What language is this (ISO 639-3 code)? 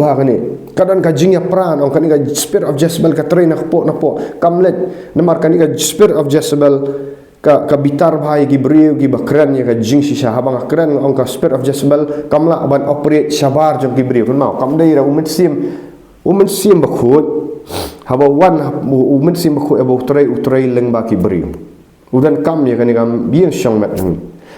kha